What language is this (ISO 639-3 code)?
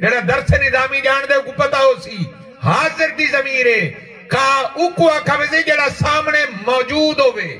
skr